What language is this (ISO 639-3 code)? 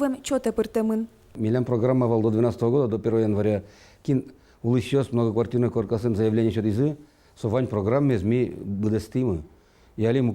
udm